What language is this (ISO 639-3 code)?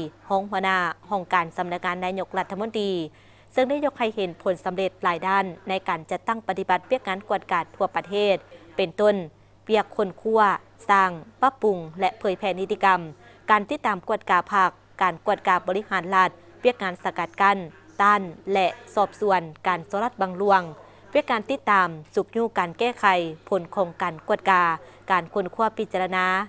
lao